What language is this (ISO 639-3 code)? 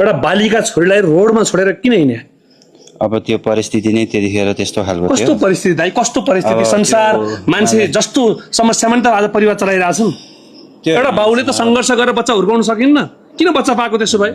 nep